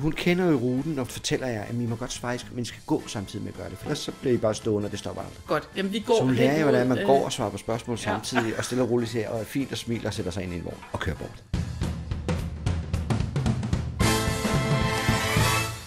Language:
Danish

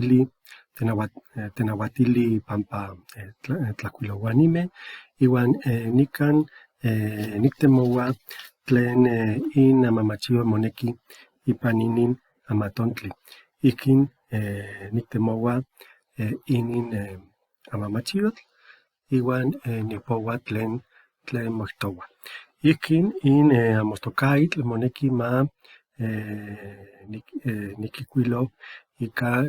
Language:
Eastern Huasteca Nahuatl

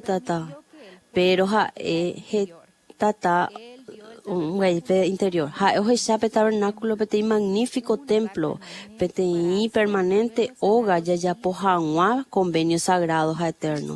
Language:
Guarani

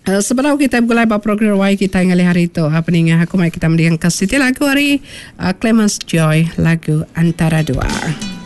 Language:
Iban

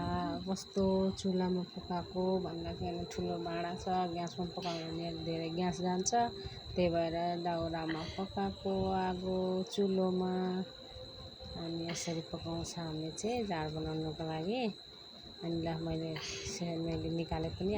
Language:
Nepali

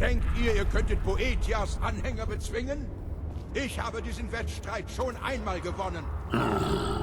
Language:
Bavarian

